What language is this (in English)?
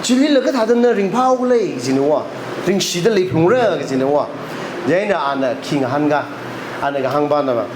Tangkhul Naga (India)